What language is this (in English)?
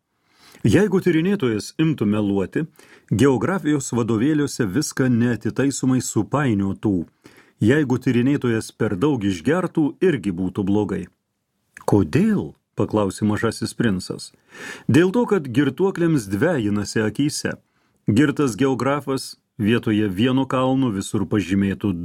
Lithuanian